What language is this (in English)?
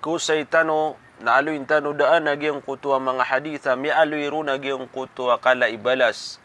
Maranao